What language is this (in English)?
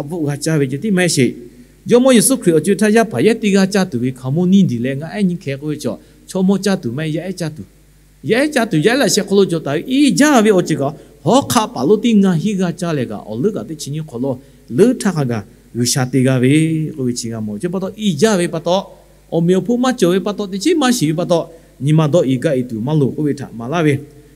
Lahu